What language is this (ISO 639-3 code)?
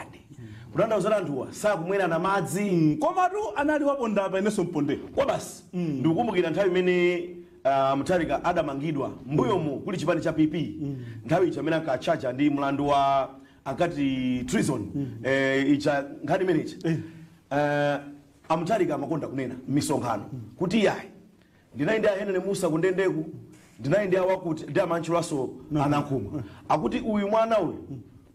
nya